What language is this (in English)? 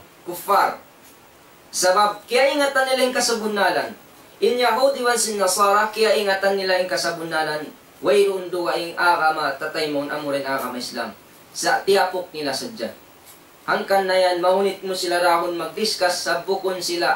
Tausug